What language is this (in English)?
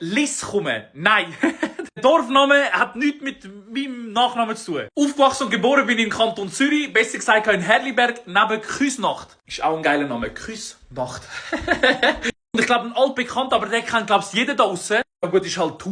Swiss German